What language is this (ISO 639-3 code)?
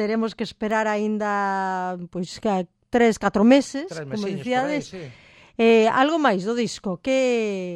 glg